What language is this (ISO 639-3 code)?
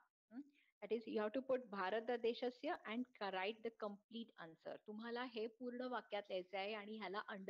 mar